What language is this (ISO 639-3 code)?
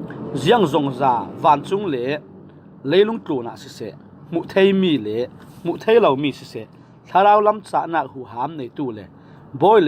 cfm